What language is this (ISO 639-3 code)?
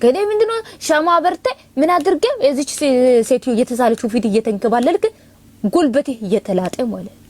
amh